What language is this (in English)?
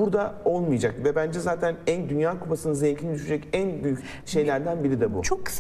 Turkish